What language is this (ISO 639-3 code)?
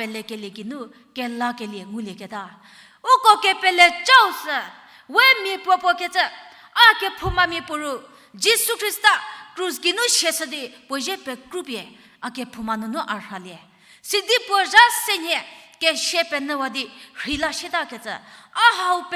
njm